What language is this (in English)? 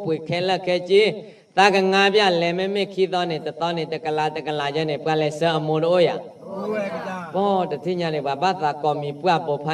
S'gaw Karen